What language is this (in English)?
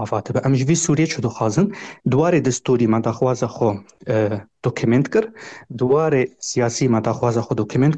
Kurdish